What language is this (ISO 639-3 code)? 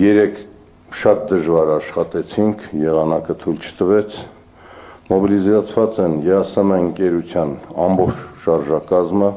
hye